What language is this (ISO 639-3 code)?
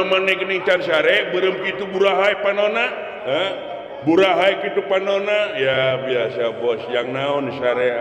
sun